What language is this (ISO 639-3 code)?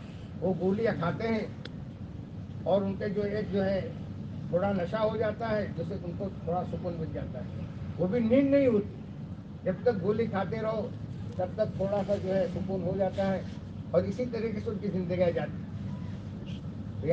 urd